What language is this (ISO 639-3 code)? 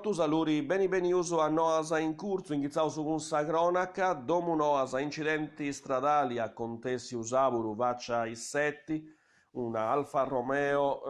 srd